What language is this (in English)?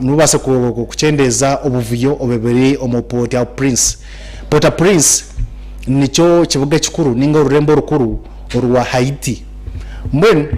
Nyankole